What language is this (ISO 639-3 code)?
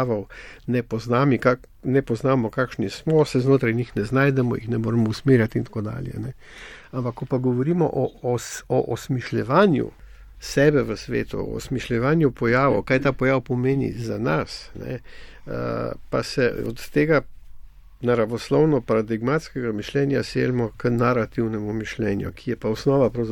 slv